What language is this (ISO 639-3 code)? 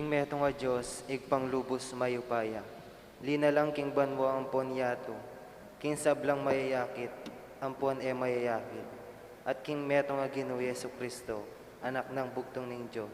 pam